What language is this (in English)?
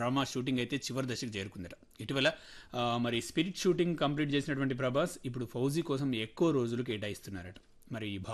Telugu